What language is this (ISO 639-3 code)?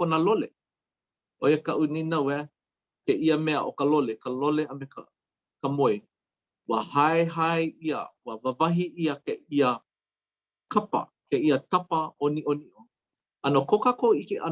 haw